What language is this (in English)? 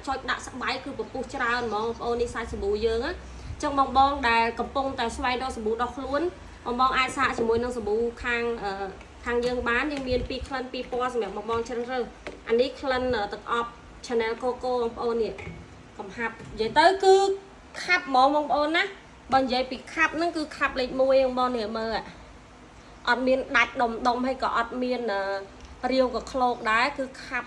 Khmer